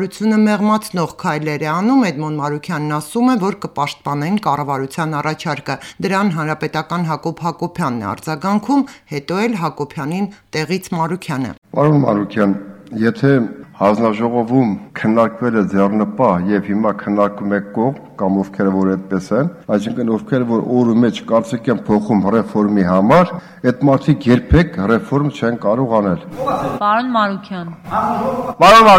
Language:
Armenian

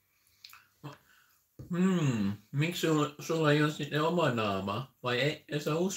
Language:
Finnish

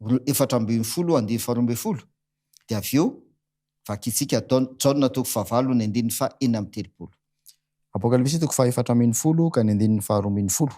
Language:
Malagasy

